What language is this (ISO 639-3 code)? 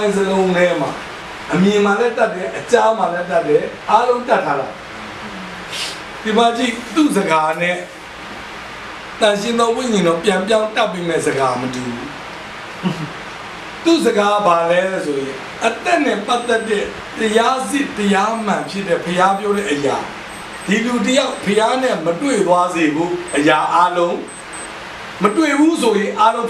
mya